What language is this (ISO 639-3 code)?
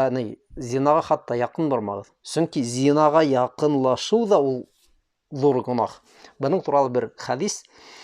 bak